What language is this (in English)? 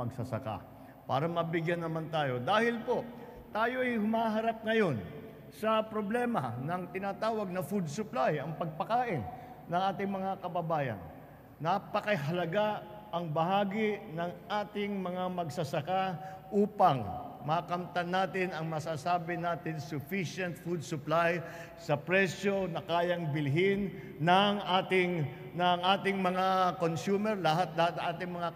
Filipino